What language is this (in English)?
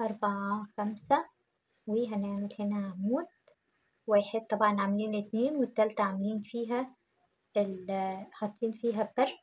Egyptian Arabic